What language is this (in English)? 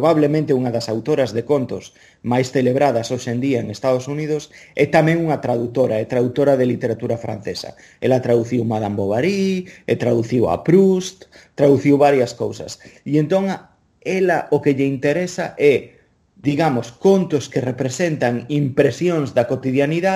Galician